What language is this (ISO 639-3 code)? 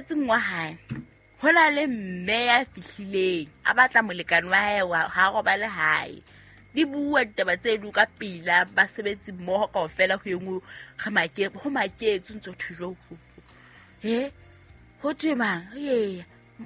sot